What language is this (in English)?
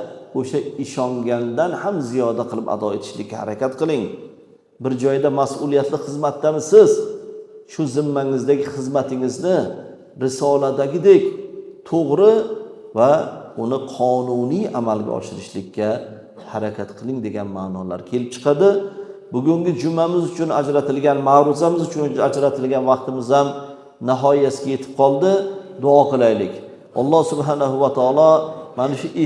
Uzbek